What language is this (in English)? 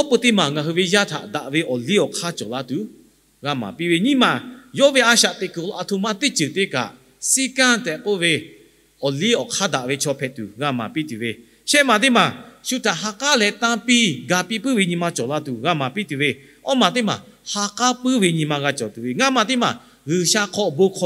Lahu